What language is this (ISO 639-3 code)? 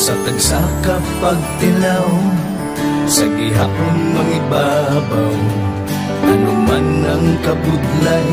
hil